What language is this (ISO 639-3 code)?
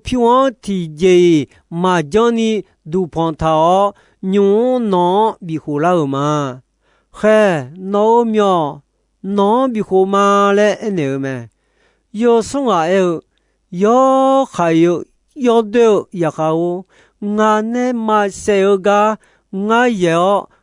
ahk